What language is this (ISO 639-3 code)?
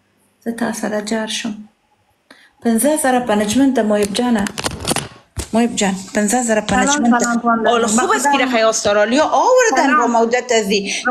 fas